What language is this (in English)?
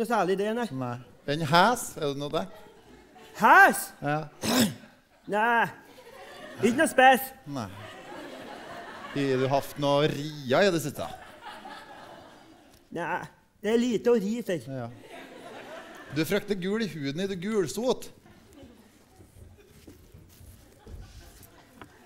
Norwegian